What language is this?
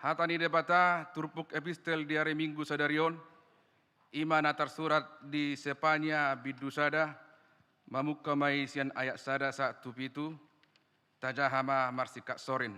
Batak Toba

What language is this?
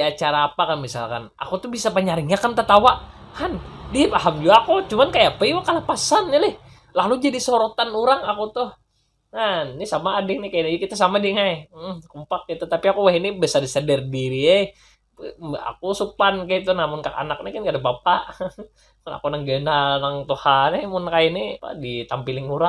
Banjar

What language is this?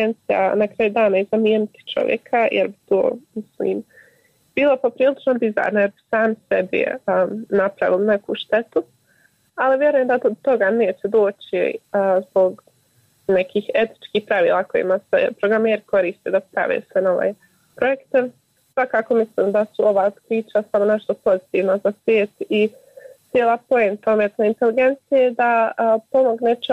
Croatian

